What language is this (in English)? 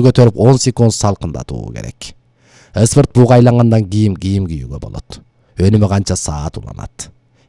Kyrgyz